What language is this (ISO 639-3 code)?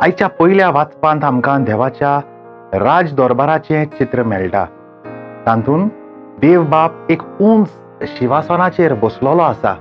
kok